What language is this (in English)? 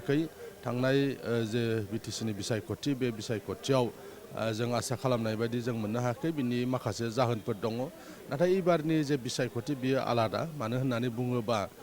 Bodo